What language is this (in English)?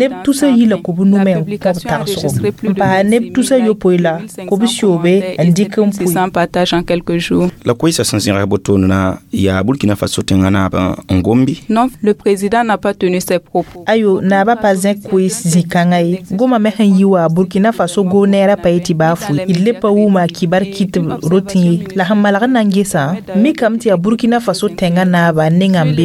Mossi